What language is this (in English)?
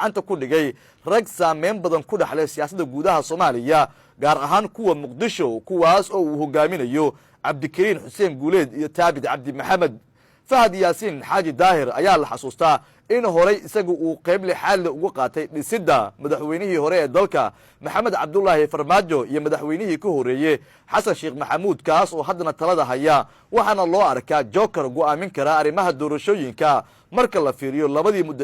Somali